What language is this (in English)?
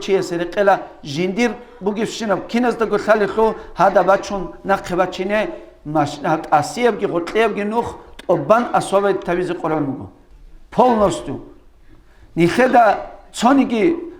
Avaric